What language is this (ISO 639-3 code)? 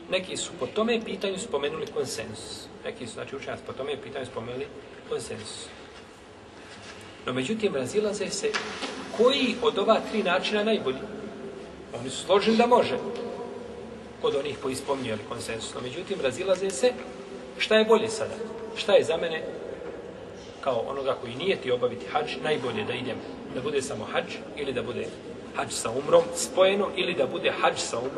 bos